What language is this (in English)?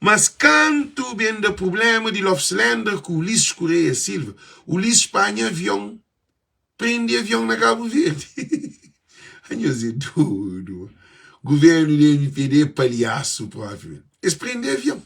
Kabuverdianu